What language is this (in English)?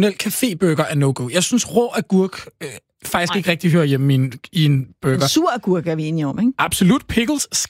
Danish